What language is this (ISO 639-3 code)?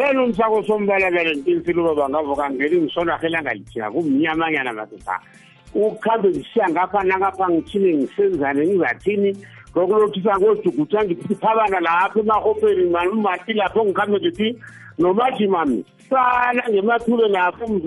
nbl